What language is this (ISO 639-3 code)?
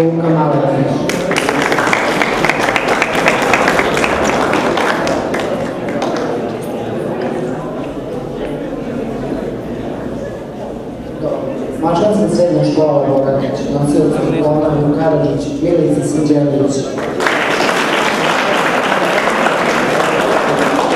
srp